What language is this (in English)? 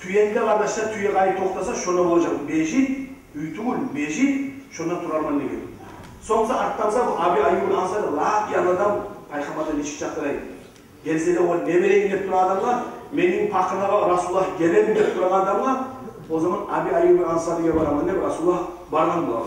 Kumyk